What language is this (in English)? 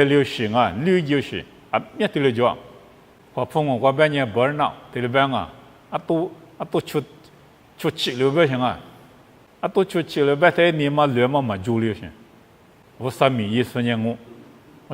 Lisu